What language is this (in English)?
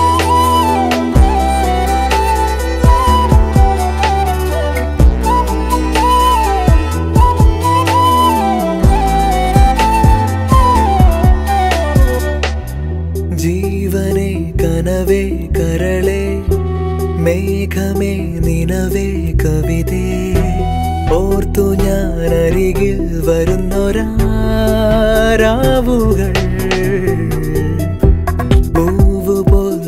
Malayalam